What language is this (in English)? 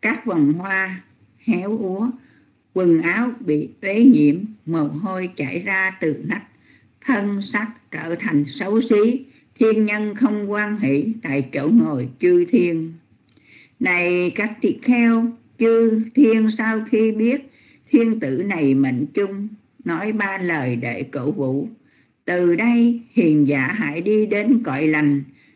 Vietnamese